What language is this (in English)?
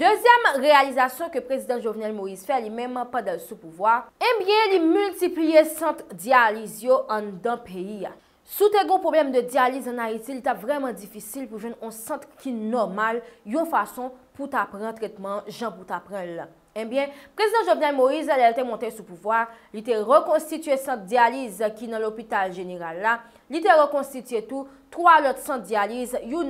Haitian Creole